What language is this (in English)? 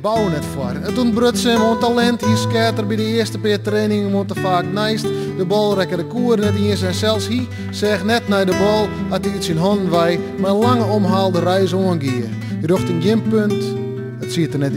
Western Frisian